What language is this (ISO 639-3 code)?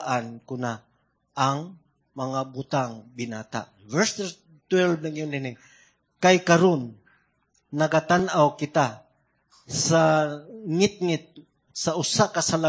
ceb